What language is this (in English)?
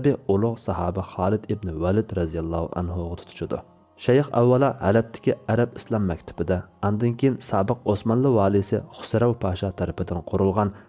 Uyghur